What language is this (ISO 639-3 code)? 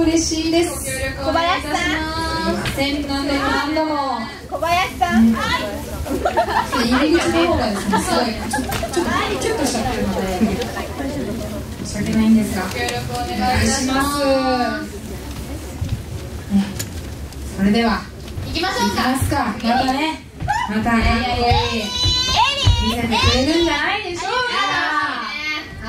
jpn